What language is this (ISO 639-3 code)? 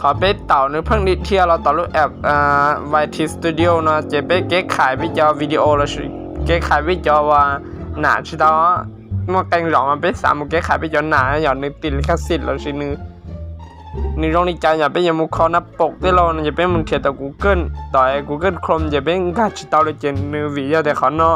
hmn